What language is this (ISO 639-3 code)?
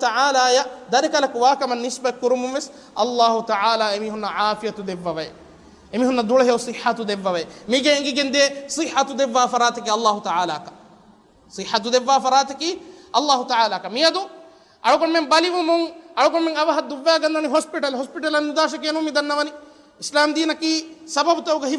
div